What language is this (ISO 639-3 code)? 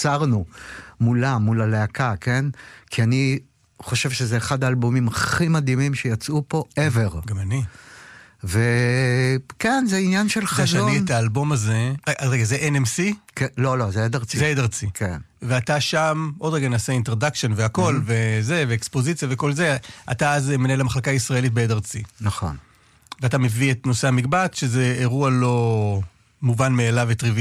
heb